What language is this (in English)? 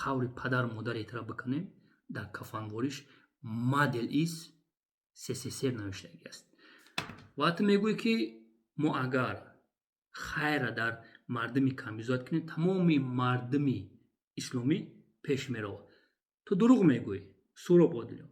Tajik